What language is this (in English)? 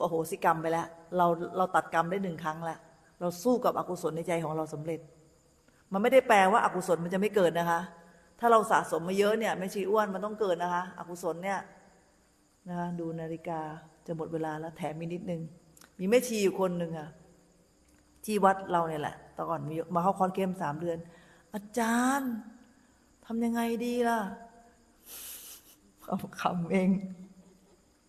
Thai